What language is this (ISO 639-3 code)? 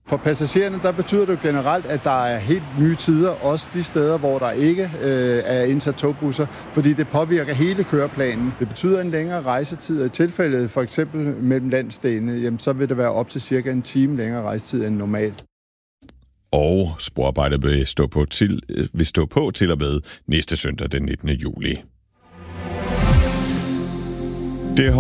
dan